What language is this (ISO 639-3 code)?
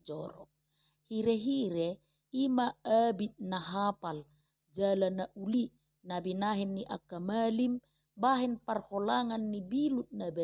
bbc